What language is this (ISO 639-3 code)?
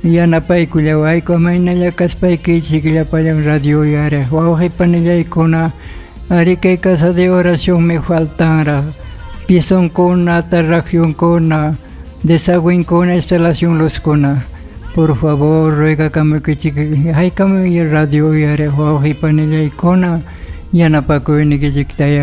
quy